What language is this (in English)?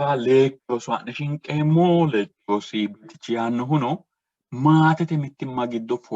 Sidamo